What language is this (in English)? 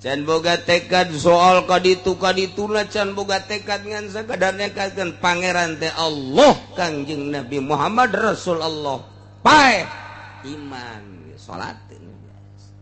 Sundanese